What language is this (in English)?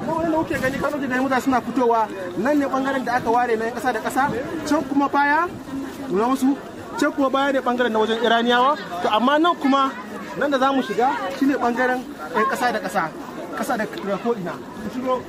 Hausa